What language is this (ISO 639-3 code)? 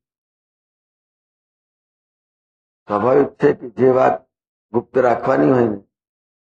guj